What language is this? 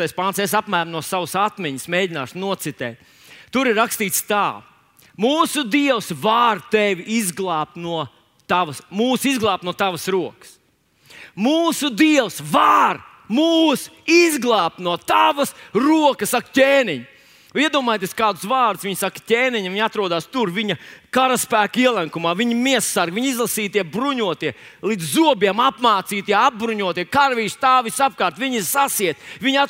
Latvian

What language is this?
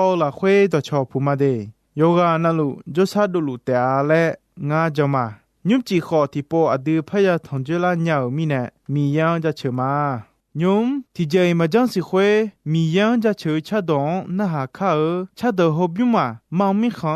Akha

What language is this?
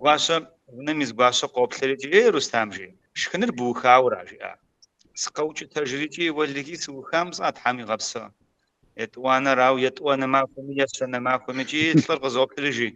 Kabardian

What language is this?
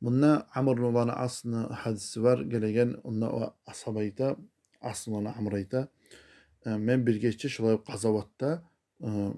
Kumyk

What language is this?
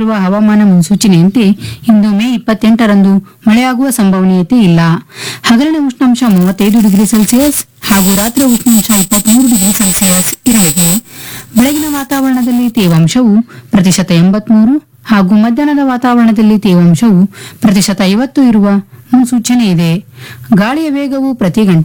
Kannada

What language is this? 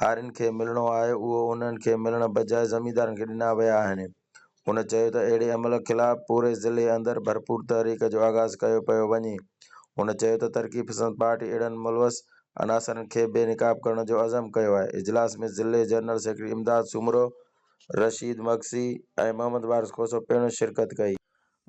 Sindhi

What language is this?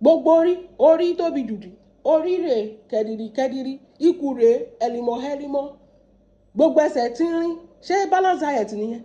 Yoruba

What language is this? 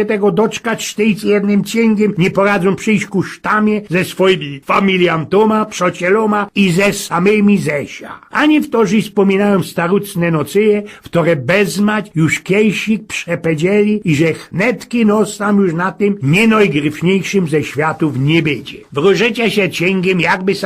Silesian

